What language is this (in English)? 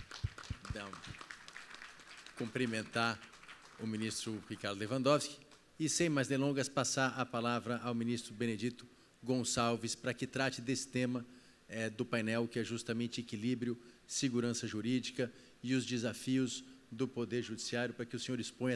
Portuguese